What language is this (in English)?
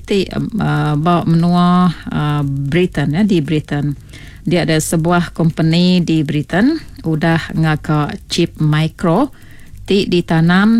Iban